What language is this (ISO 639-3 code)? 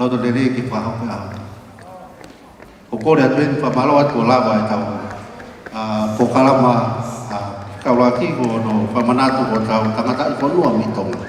ton